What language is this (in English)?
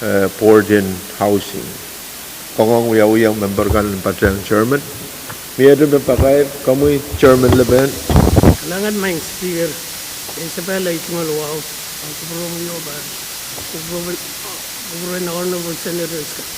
Pohnpeian